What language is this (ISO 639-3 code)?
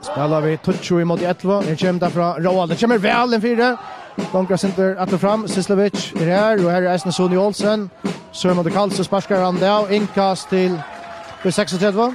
fao